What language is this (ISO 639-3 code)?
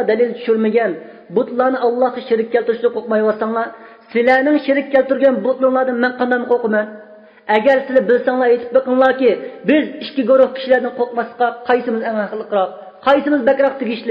uig